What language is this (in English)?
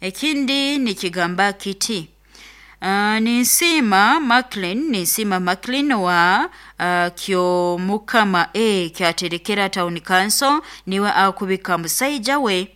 Nyoro